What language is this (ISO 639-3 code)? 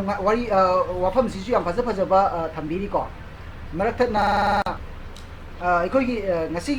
mni